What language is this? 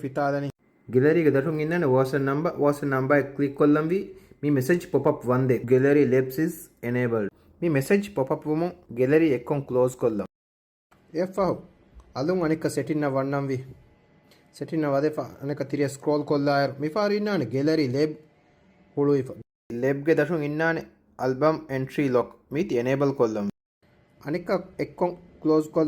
Divehi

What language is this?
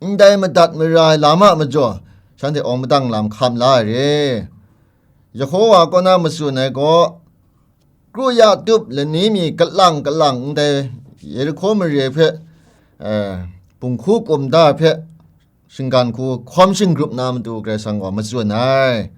Kachin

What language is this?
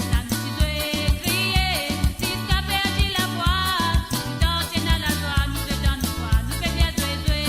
Morisyen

